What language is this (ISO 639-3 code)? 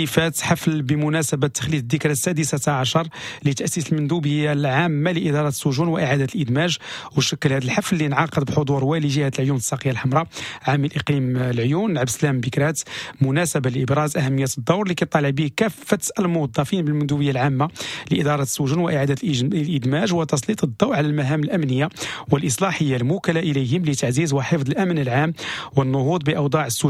ary